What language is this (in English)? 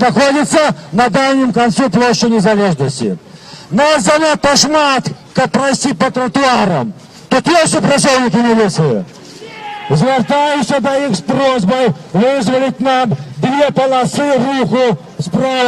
Belarusian